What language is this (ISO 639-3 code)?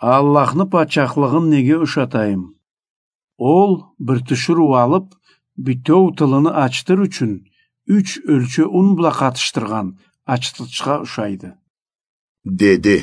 krc